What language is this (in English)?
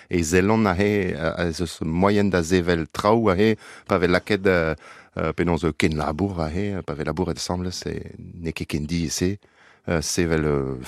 Breton